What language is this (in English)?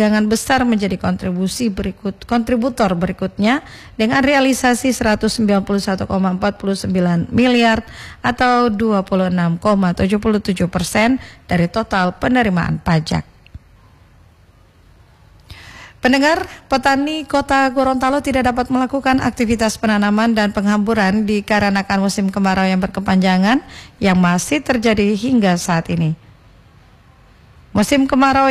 Indonesian